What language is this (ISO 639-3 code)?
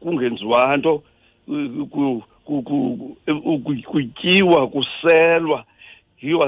xho